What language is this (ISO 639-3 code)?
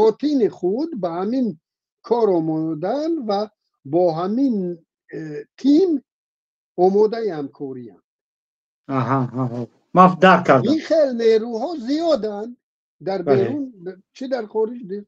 tgk